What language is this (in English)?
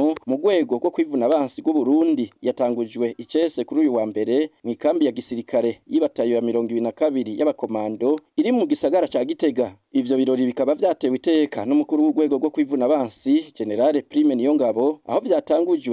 Rundi